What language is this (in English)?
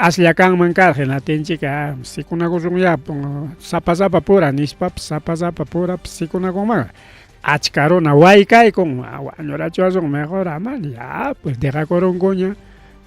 Ayacucho Quechua